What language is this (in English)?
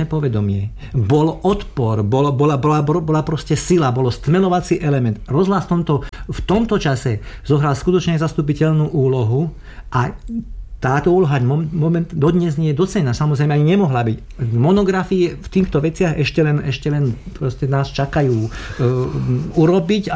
Slovak